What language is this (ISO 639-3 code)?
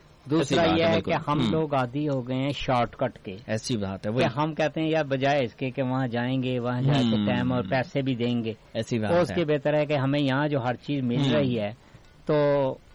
urd